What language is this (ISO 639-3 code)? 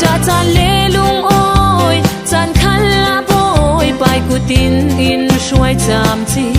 cfm